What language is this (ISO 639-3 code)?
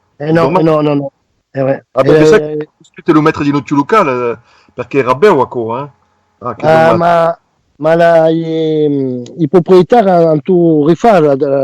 oci